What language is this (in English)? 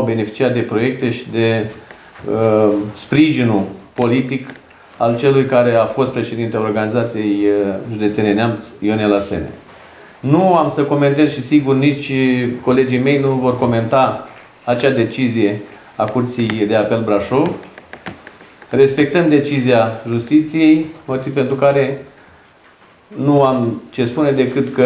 Romanian